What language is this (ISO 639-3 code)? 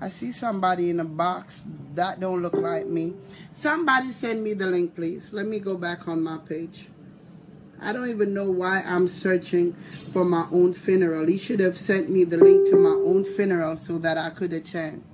jam